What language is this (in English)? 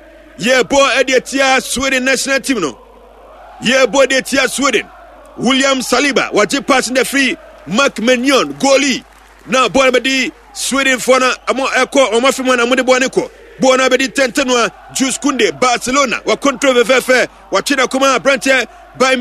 Akan